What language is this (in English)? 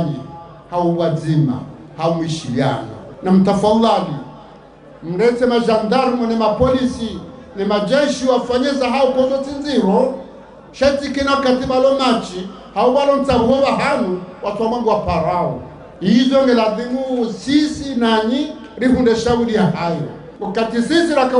Ngazidja Comorian